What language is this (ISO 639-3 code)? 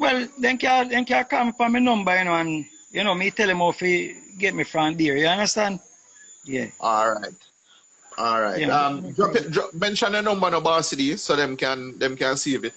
jam